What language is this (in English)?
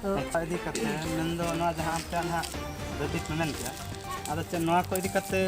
Santali